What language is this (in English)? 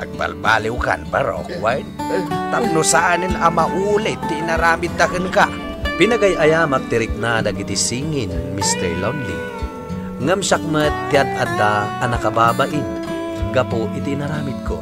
Iloko